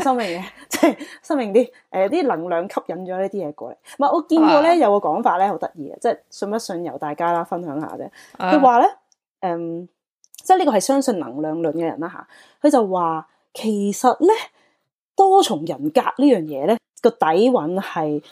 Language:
Cantonese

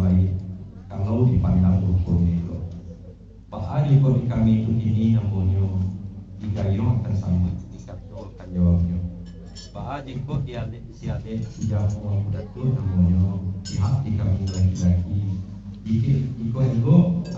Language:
Minangkabau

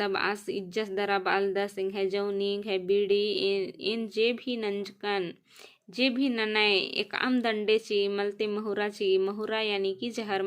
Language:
Kurukh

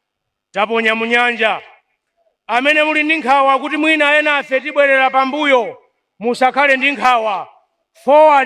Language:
Nyanja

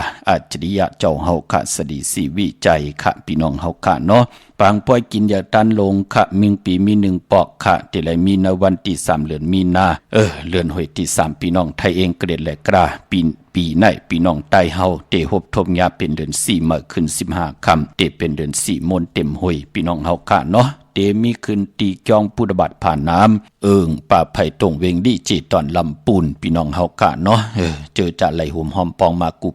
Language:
Shan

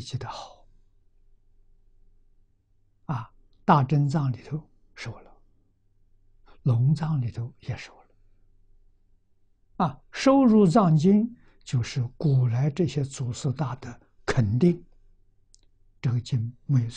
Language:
Chinese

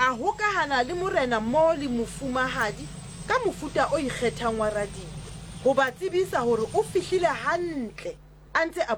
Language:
Southern Sotho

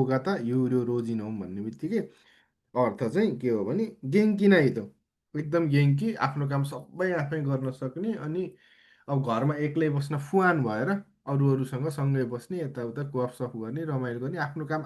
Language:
Nepali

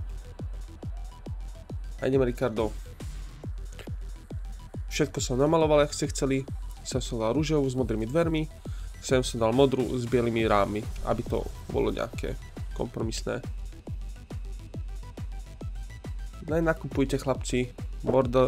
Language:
Slovak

